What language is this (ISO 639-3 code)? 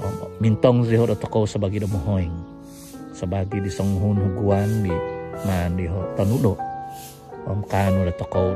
dtp